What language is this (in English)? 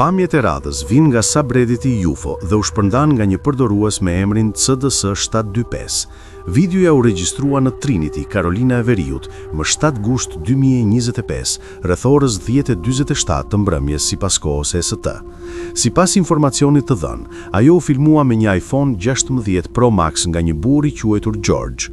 Albanian